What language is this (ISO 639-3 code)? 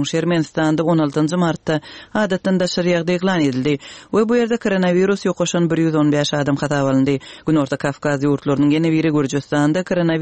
tuk